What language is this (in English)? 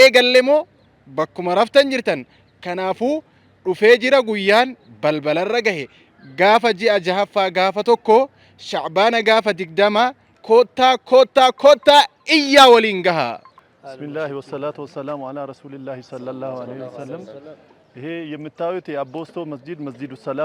Oromo